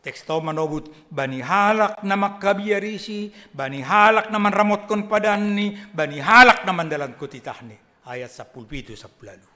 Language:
Batak Simalungun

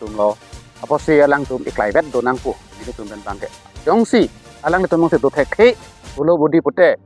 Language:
Karbi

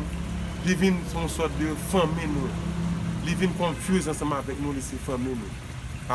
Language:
Haitian Creole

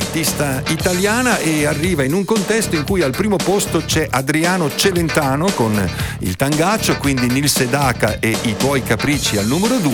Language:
Italian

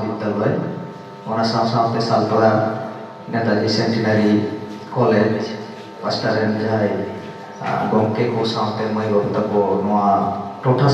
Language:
Santali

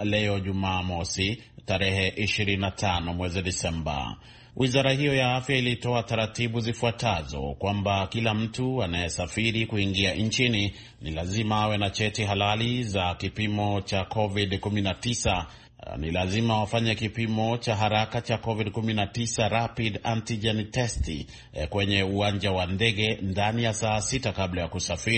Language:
Swahili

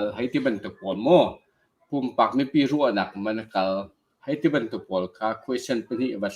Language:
Hakha Chin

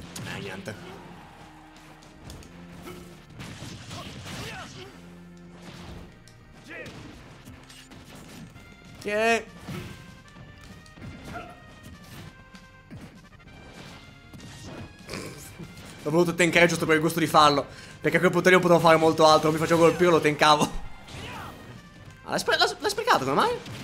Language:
Italian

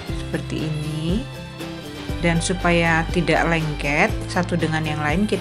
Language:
Indonesian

